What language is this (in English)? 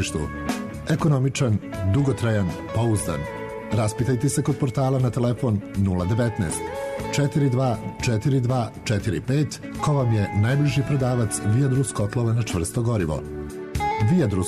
Serbian